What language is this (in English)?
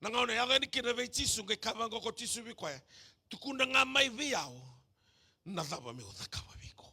Fijian